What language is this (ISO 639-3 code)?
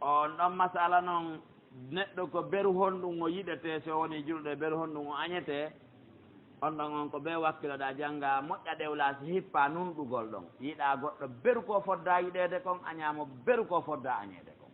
fuf